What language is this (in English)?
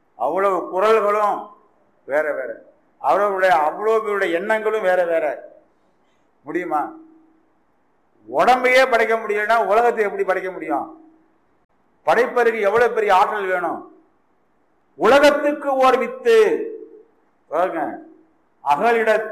Tamil